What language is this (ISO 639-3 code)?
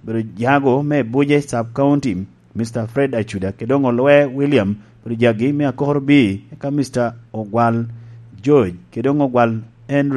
laj